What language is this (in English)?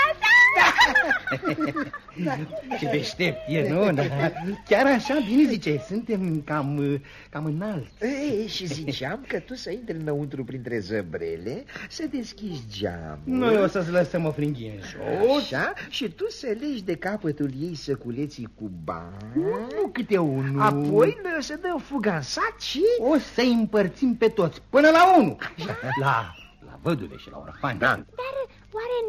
Romanian